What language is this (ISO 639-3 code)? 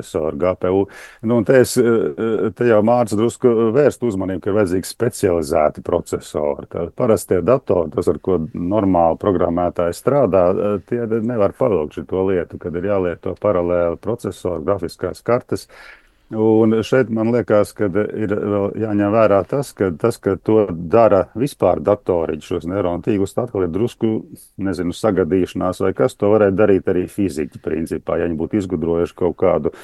lav